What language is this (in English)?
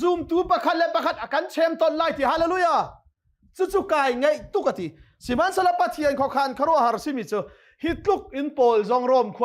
Hakha Chin